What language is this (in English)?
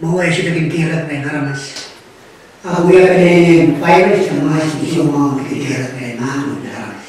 Pohnpeian